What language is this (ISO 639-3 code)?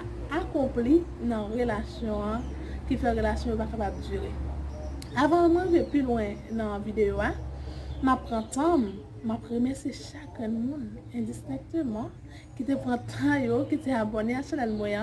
hat